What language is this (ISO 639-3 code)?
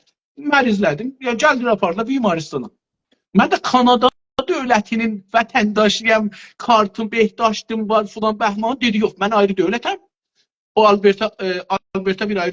azb